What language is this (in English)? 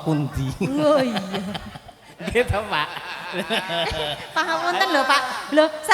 Javanese